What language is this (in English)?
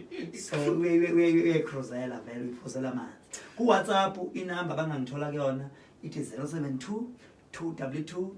Zulu